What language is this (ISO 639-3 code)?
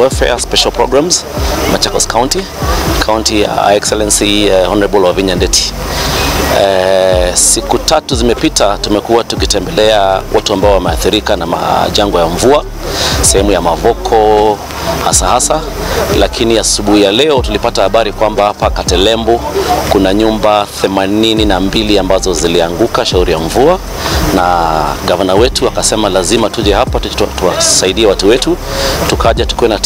swa